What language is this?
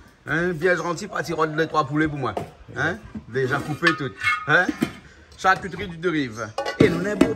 Réunion Creole French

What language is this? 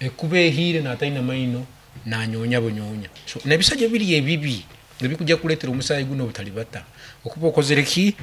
Nyankole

